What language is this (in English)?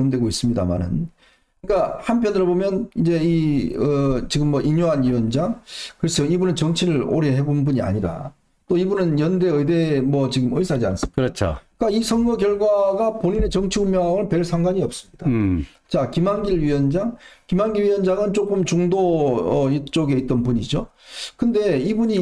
Korean